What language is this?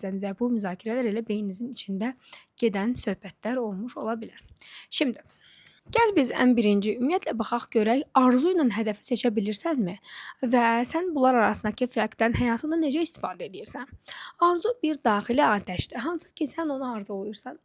Azerbaijani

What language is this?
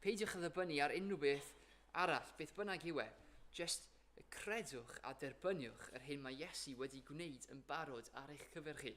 Welsh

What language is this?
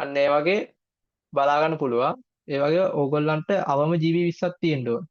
Sinhala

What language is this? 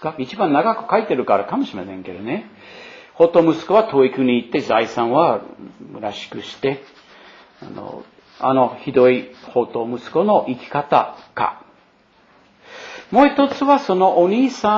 Japanese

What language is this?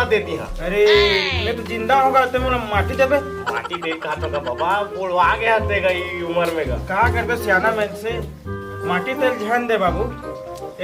Chhattisgarhi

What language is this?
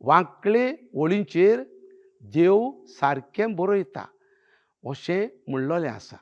Konkani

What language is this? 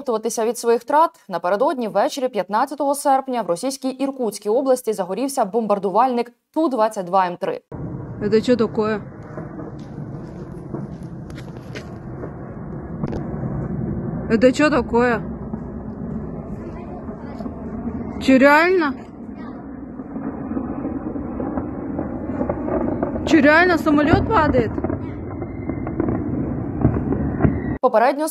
Ukrainian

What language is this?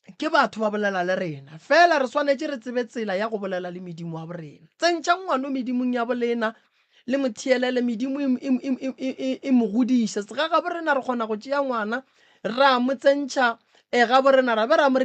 Northern Sotho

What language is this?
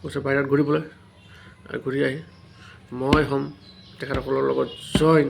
Assamese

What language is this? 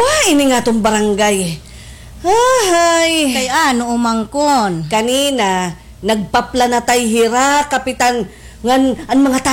Waray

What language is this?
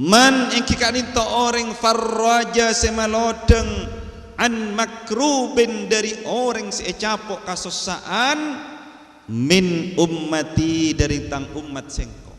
Madurese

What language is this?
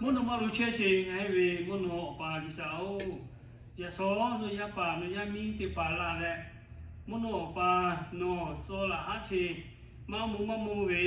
Lahu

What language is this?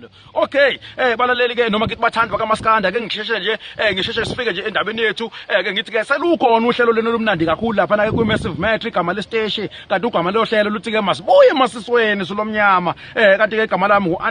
Zulu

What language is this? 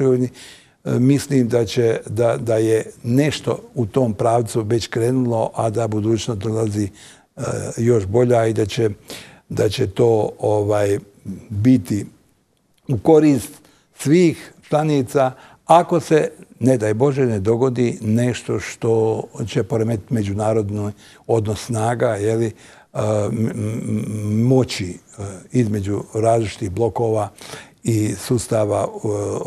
Bosnian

